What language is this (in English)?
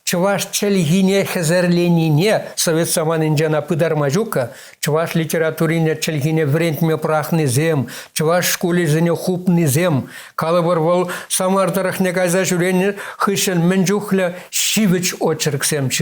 Chuvash